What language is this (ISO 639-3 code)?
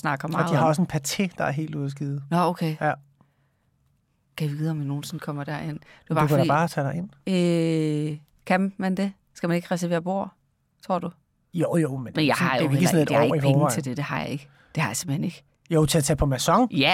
dan